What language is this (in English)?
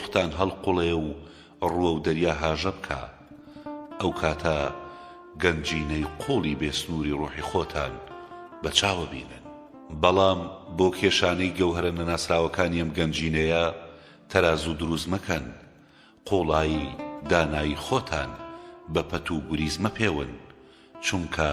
Central Kurdish